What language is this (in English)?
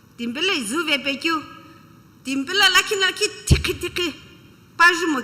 Sumi Naga